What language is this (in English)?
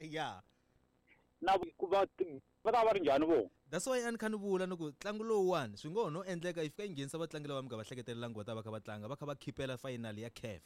Tsonga